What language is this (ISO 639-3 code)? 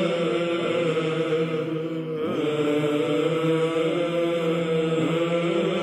ron